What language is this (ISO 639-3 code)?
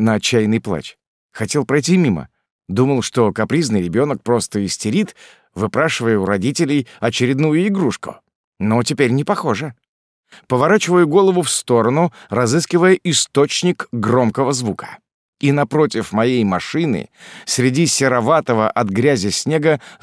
rus